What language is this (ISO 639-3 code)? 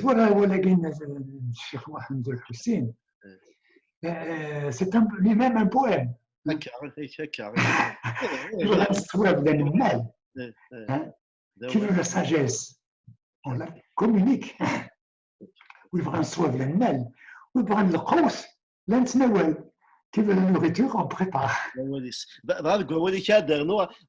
kab